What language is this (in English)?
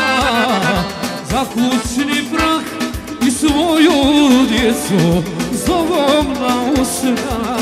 Croatian